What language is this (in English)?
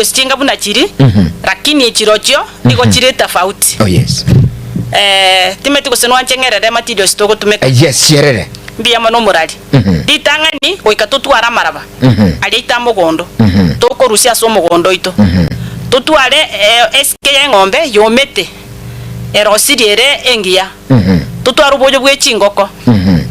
Gusii